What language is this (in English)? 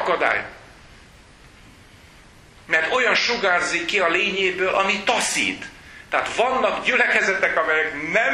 Hungarian